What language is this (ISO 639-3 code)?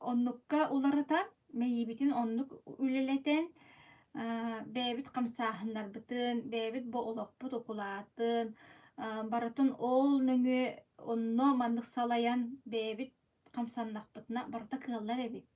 sah